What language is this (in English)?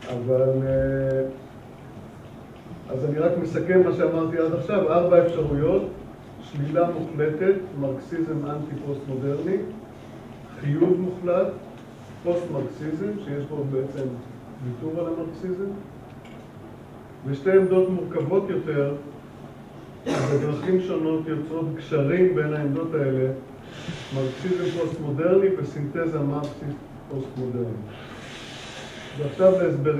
Hebrew